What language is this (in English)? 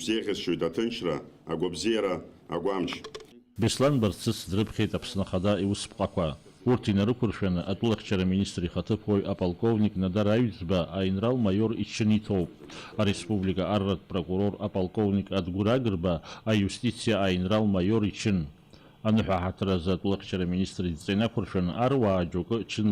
Abkhazian